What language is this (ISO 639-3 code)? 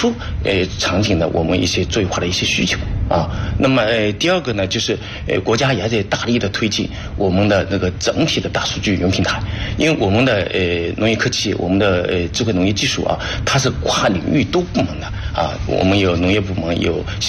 zho